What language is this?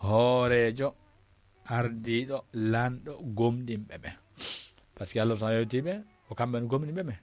Fula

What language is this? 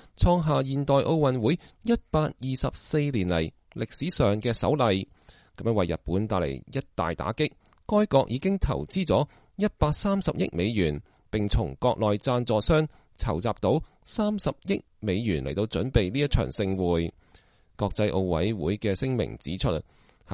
Cantonese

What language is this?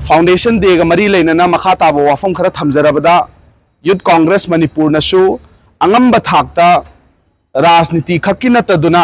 Manipuri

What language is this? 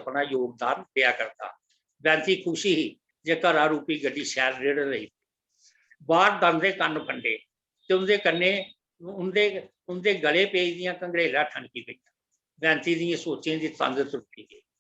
Dogri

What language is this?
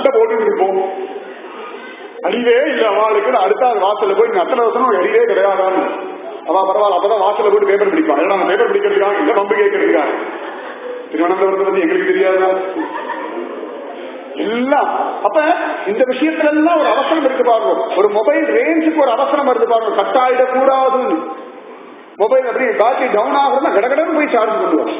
Tamil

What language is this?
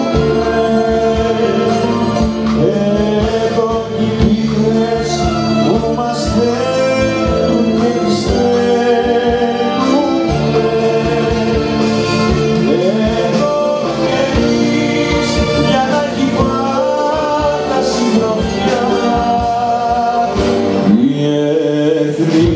Greek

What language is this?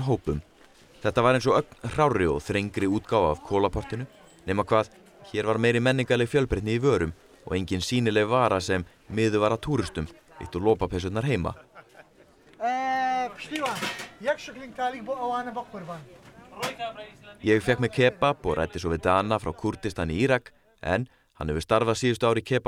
Icelandic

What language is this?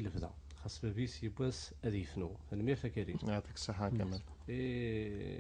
Kabyle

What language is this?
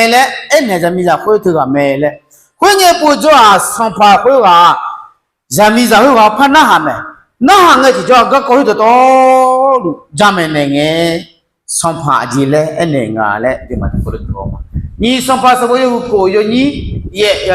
Akha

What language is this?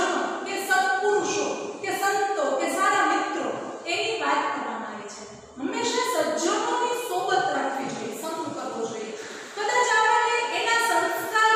Gujarati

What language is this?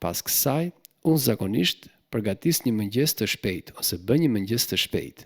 Albanian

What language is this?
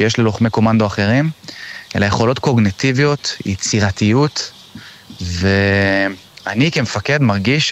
Hebrew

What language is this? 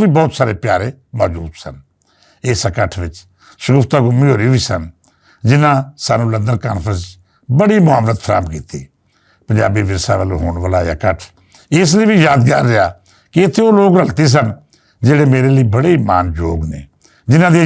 Western Panjabi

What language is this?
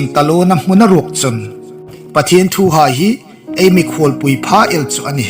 Hmar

